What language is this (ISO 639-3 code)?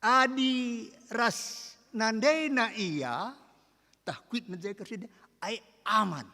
btx